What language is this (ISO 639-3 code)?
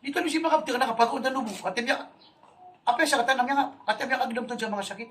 mrw